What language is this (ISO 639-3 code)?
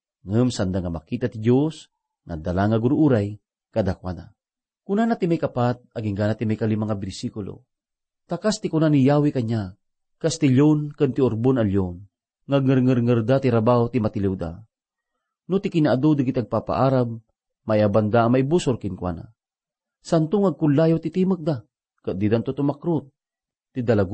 ilo